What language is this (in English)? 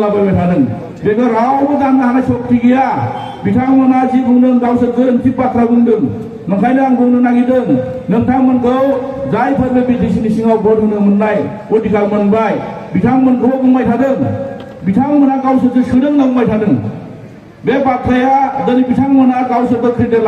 Bodo